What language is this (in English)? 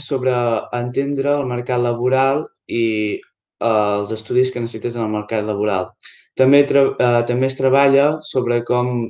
Catalan